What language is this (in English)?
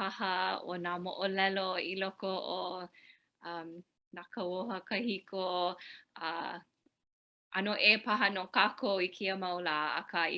Hawaiian